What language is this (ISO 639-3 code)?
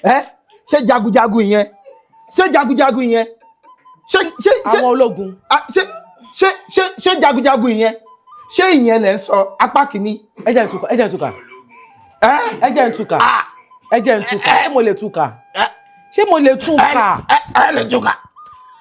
yor